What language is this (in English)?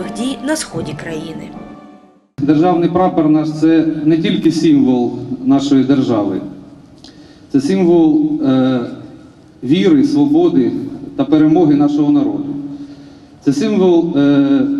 Ukrainian